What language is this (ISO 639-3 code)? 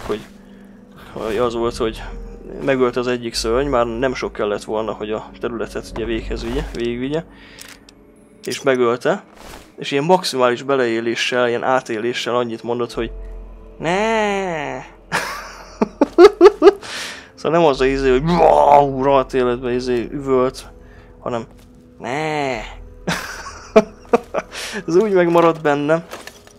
hun